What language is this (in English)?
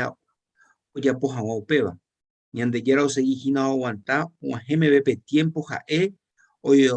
Guarani